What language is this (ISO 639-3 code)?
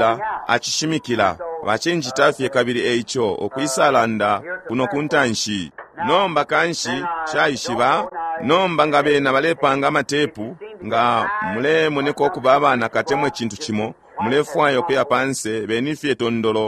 bem